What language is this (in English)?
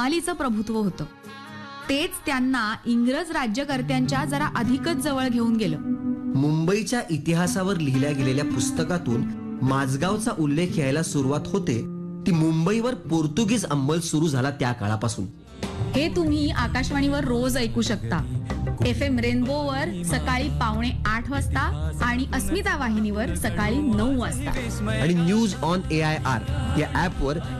Marathi